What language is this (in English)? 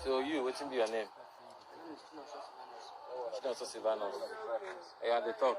Nigerian Pidgin